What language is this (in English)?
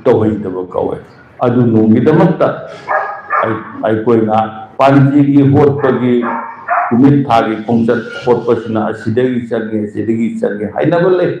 Manipuri